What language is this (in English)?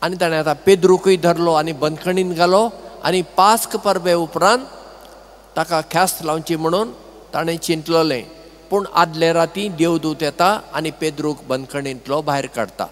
Konkani